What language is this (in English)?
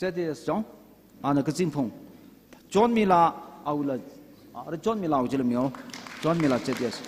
Tangkhul Naga (India)